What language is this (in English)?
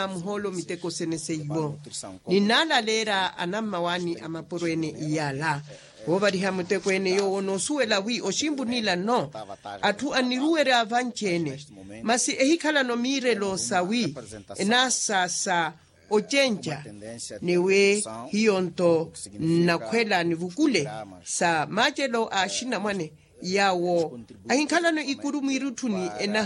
Makhuwa